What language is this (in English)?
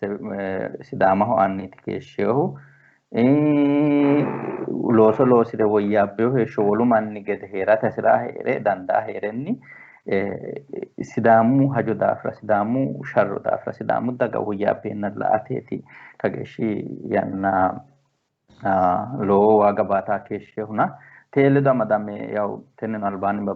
Sidamo